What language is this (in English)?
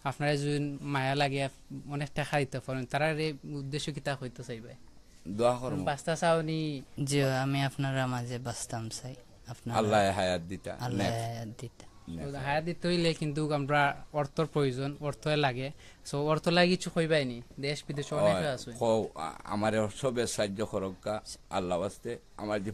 Sylheti